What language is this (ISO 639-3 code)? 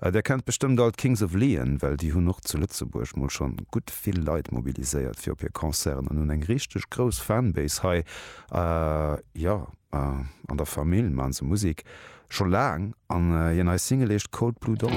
ltz